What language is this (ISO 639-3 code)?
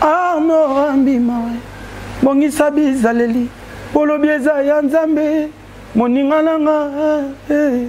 lin